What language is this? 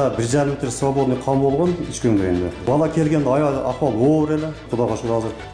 Kyrgyz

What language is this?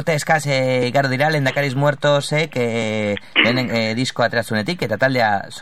Basque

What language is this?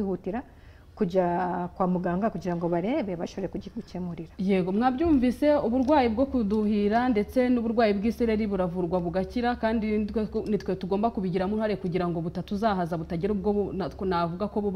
Kinyarwanda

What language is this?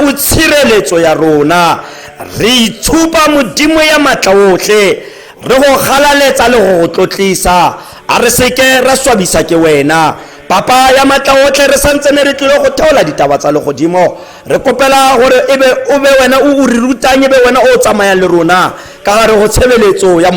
Tswana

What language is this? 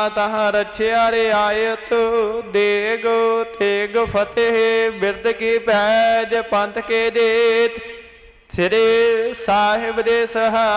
Punjabi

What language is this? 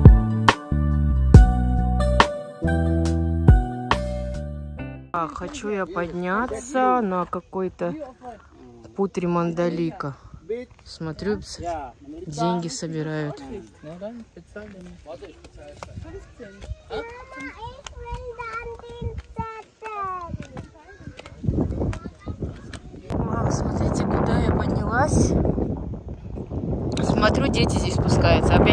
Russian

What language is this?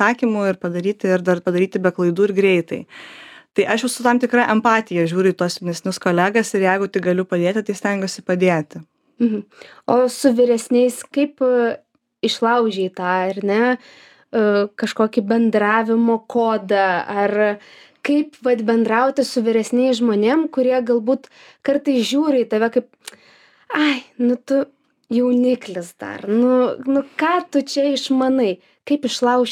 Lithuanian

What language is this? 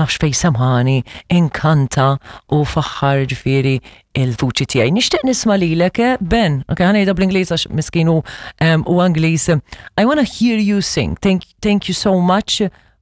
Maltese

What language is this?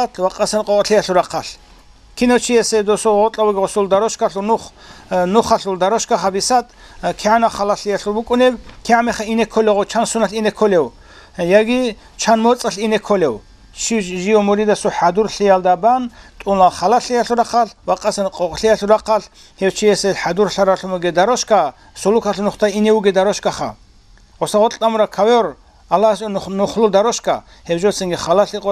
Avaric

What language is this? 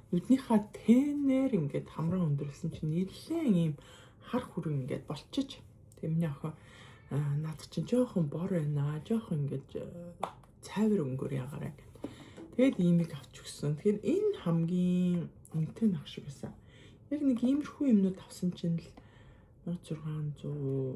Mongolian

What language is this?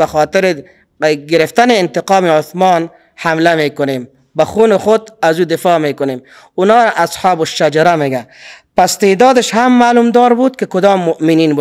Persian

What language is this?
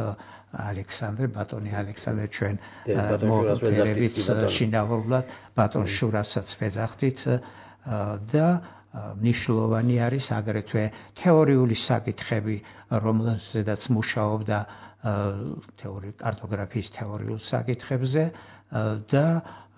Georgian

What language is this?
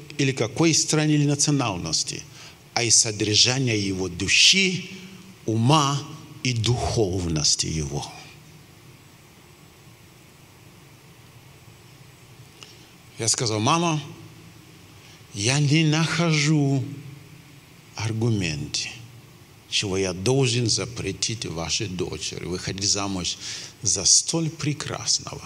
Russian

